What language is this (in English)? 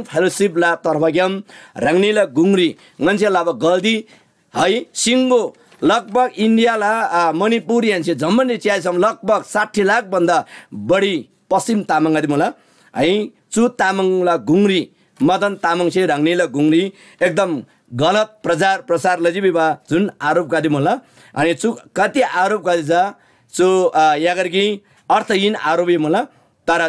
Eastern Tamang